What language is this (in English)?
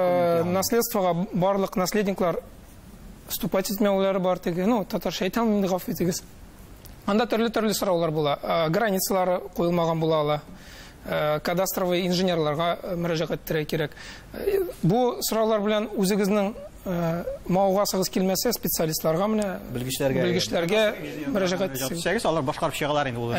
Tatar